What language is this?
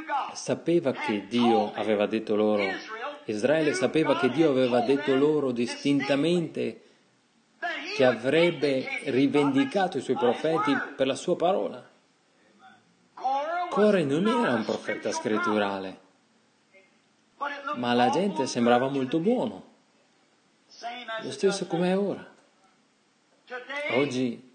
Italian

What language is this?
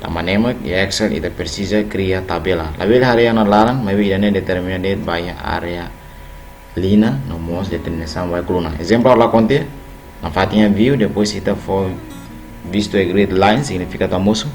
Tetum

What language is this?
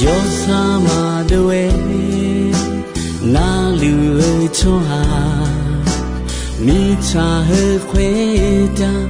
Akha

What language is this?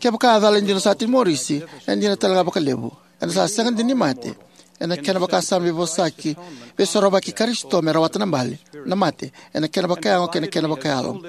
Fijian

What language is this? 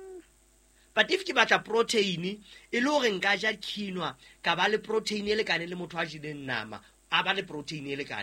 Southern Sotho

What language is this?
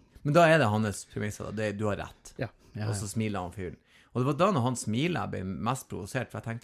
Norwegian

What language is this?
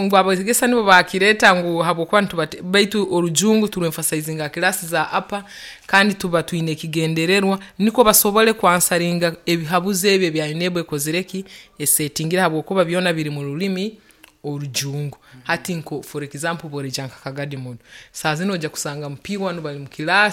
Nyoro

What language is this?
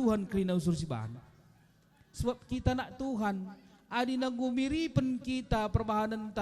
Batak Karo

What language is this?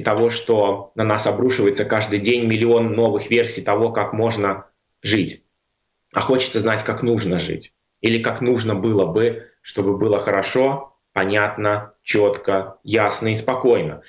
Russian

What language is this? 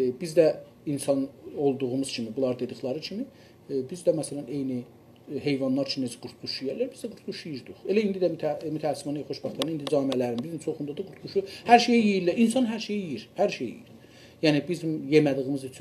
South Azerbaijani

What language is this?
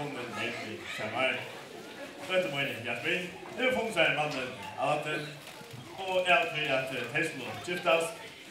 Faroese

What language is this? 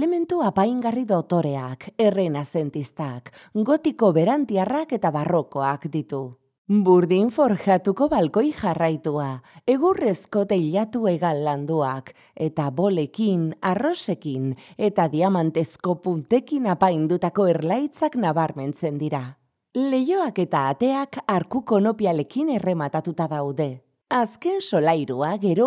Basque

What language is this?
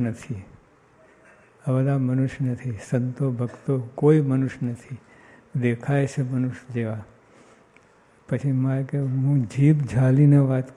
Gujarati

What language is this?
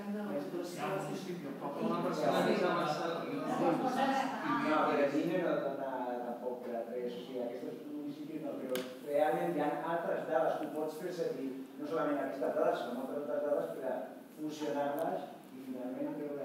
Catalan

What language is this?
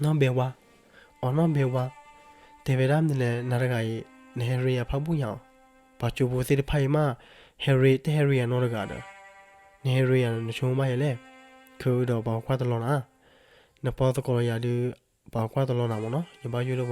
S'gaw Karen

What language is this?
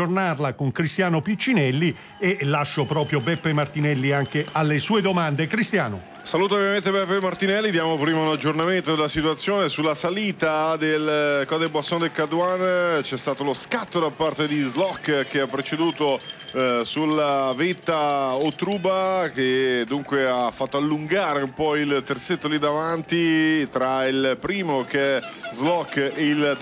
Italian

